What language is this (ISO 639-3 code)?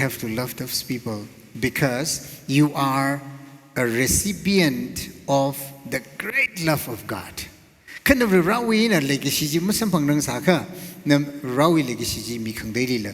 nmf